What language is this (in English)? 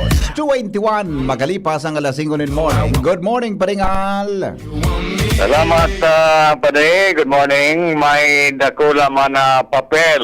Bikol